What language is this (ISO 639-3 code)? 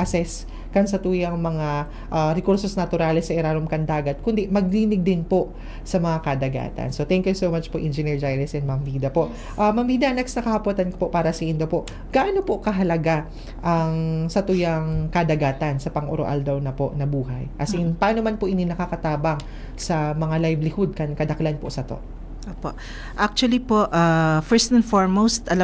bik